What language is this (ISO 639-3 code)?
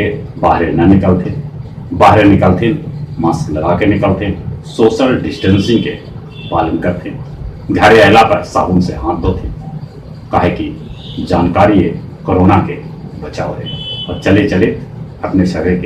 mag